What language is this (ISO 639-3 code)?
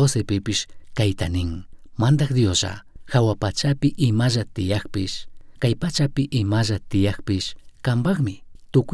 qug